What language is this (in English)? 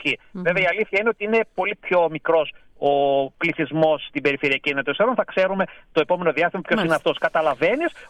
Greek